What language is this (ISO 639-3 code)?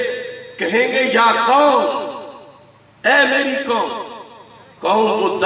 urd